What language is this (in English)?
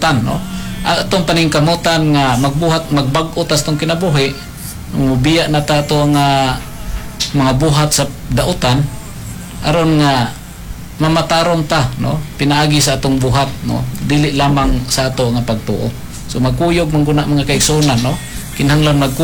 Cebuano